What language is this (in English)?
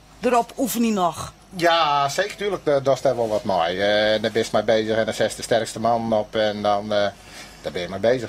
Western Frisian